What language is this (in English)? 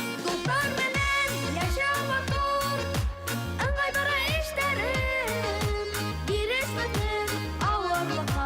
Bashkir